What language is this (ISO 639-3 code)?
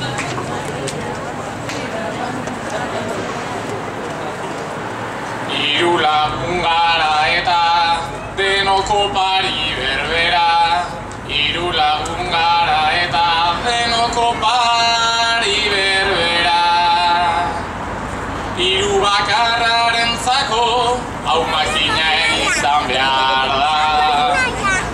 eus